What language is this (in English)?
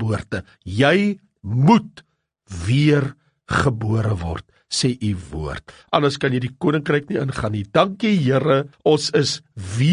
Afrikaans